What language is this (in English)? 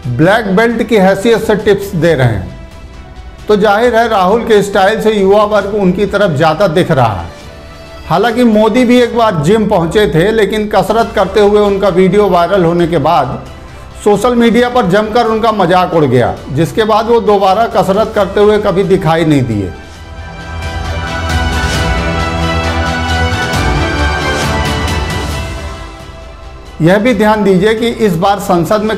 Hindi